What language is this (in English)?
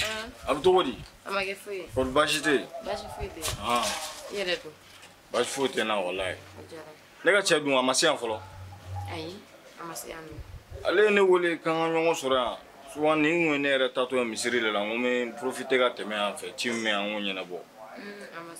Bambara